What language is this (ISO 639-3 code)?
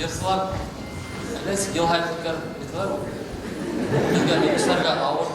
bak